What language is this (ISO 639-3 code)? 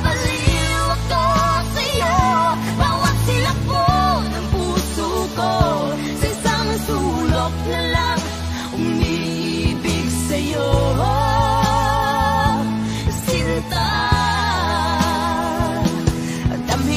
fil